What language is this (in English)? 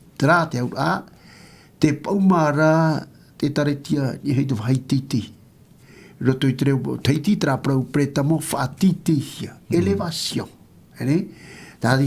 Tahitian